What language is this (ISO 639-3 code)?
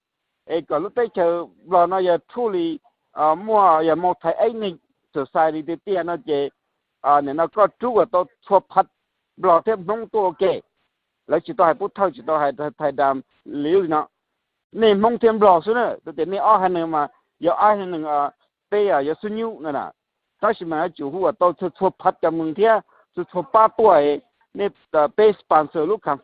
hmn